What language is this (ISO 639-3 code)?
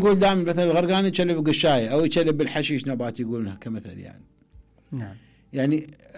acm